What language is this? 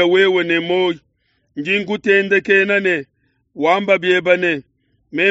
Luba-Lulua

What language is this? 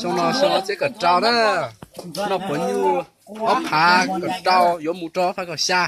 Hmong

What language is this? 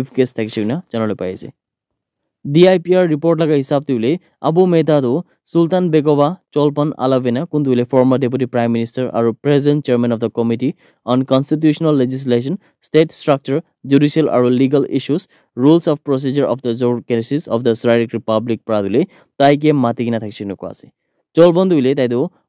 Naga Pidgin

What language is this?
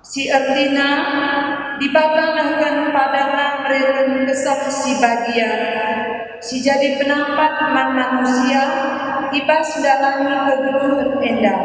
Batak Karo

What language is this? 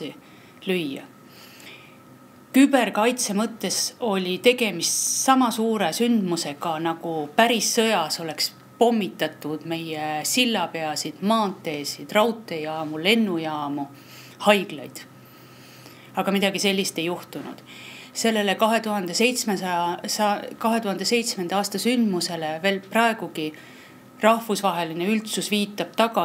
Estonian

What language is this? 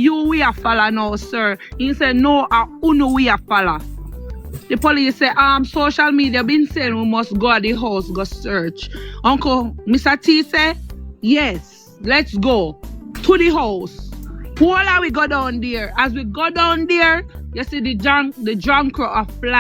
Jamaican Creole English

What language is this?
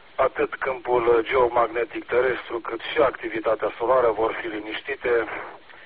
Romanian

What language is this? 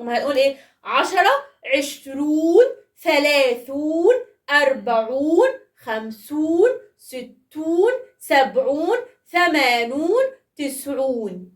Egyptian Arabic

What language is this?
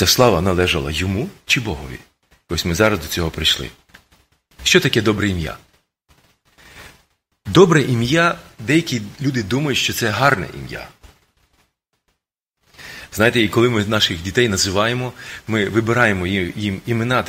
Ukrainian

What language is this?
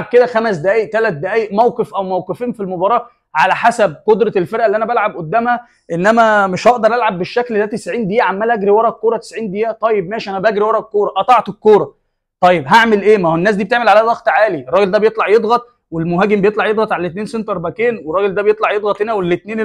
Egyptian Arabic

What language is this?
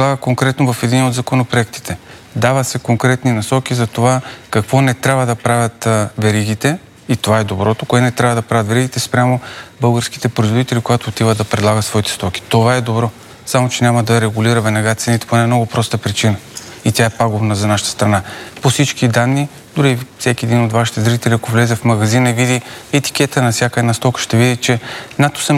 Bulgarian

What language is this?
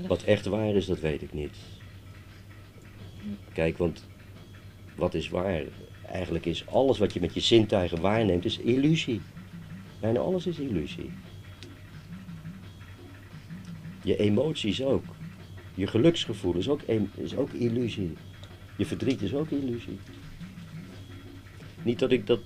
Dutch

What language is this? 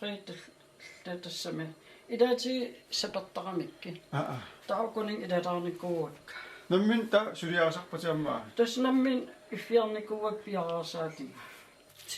Kalaallisut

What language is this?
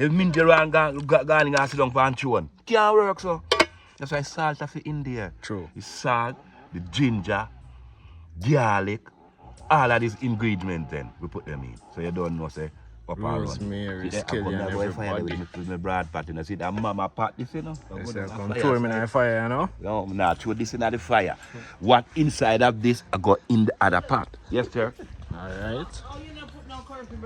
Jamaican Creole English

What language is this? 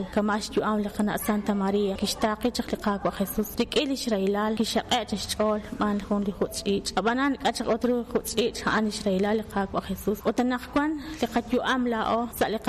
Kekchí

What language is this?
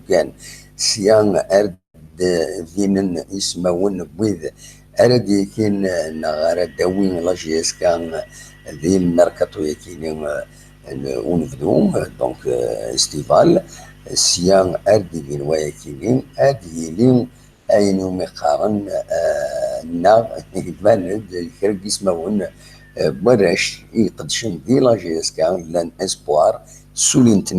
Kabyle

